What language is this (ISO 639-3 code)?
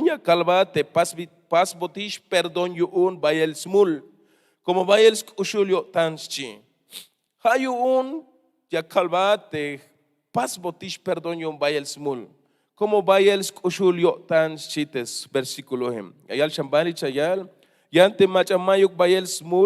tzh